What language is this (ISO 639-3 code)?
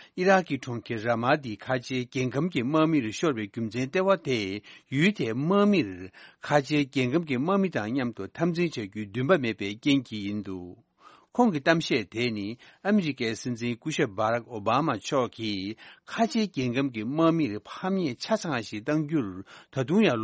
bod